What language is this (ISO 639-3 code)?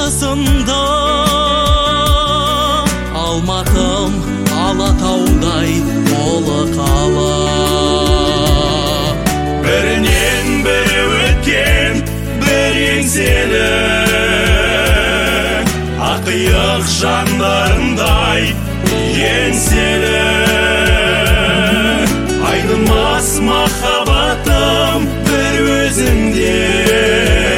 kaz